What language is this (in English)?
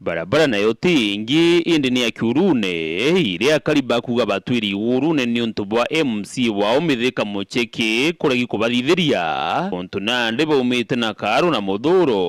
Meru